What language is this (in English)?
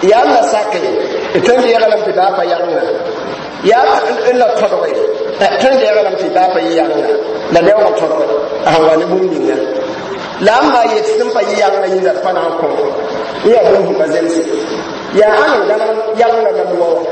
Mossi